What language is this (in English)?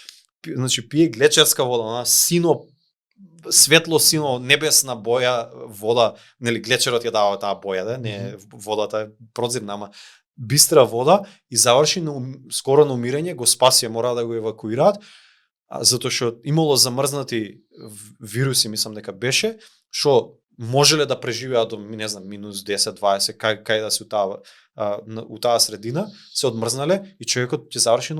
Macedonian